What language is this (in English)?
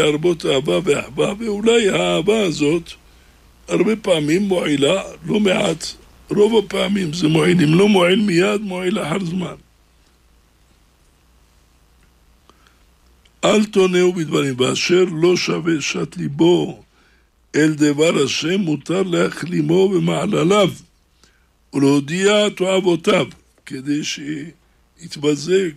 Hebrew